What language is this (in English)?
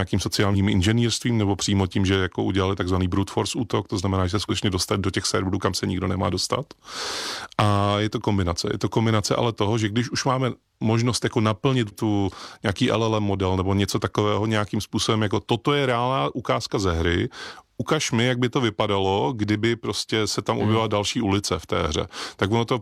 Czech